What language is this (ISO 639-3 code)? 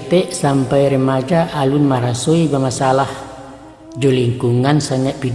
min